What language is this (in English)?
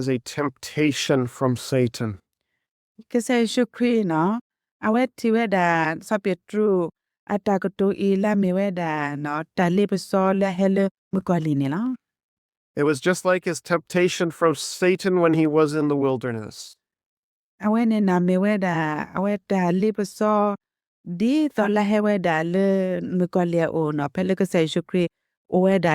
S'gaw Karen